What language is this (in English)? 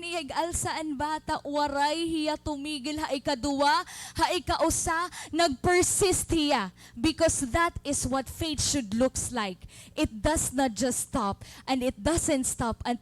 Waray